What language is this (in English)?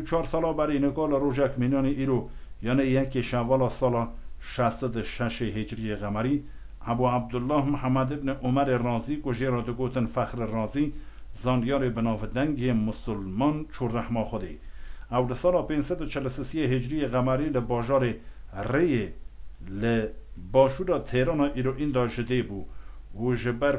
Kurdish